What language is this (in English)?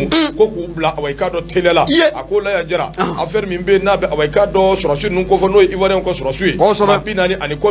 Bambara